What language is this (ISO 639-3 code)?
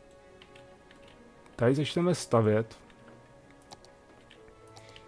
ces